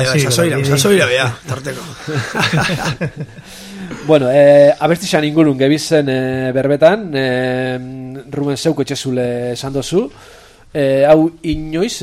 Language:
Basque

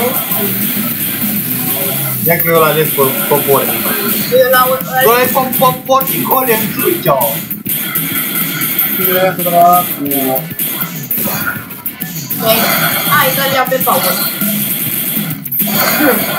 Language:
Romanian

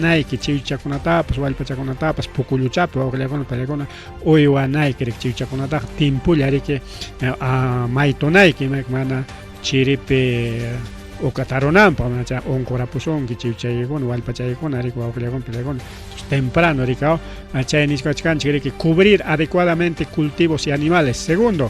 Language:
Ayacucho Quechua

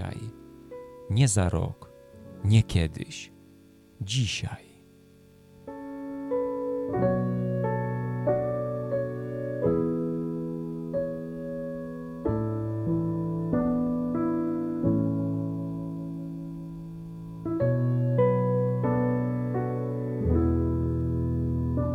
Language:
Polish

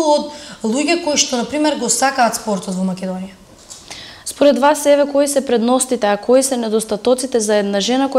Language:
Macedonian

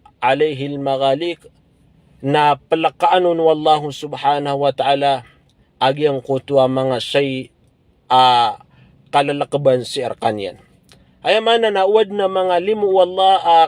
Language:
Maranao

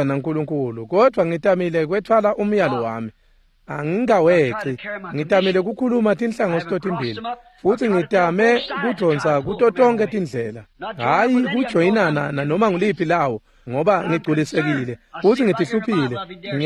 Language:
Swati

